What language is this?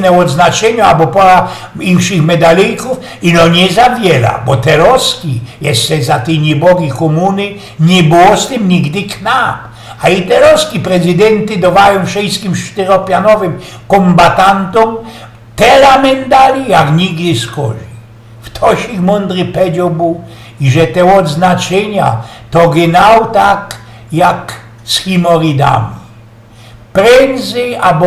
Silesian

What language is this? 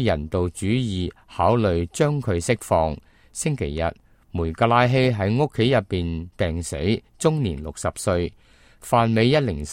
Cantonese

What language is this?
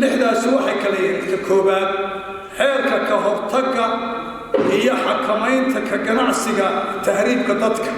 Somali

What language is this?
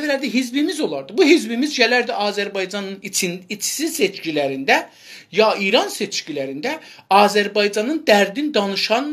South Azerbaijani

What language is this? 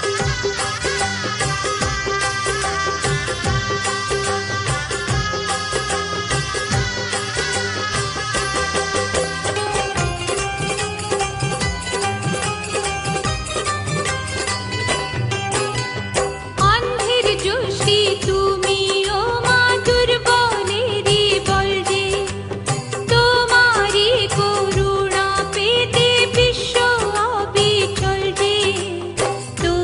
Bangla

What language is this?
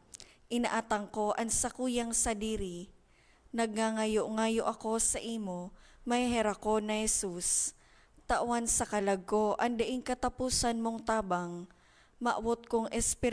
Bikol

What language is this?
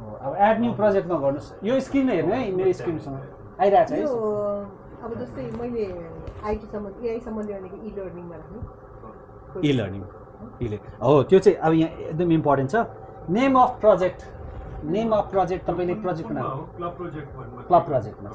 Nepali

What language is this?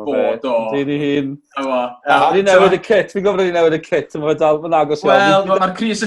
Welsh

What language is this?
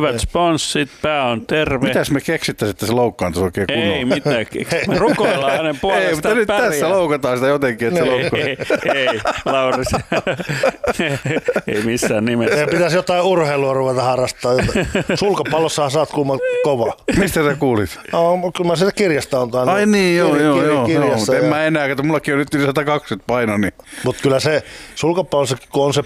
Finnish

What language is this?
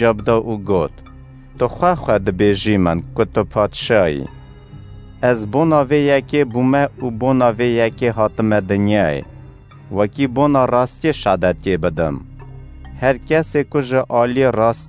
Kurdish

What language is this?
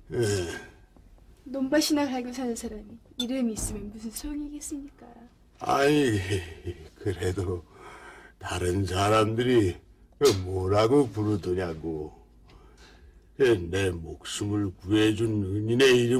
Korean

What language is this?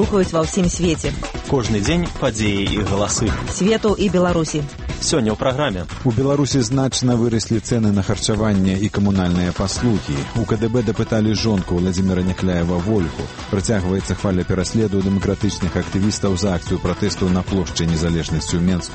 Belarusian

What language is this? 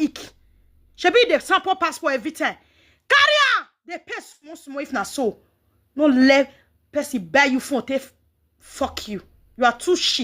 Nigerian Pidgin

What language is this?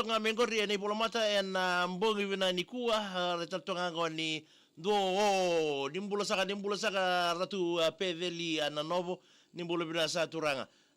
Fijian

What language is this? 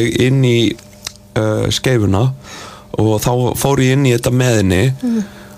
Icelandic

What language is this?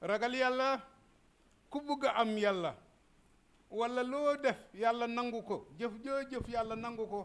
Wolof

